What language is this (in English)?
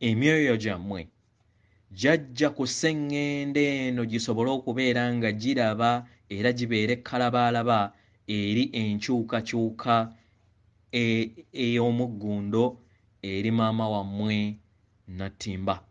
Ganda